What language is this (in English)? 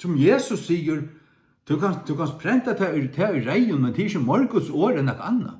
Faroese